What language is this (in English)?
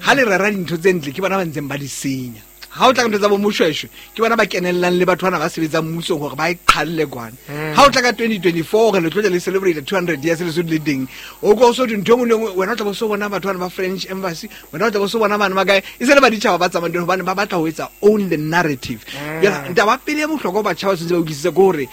Southern Sotho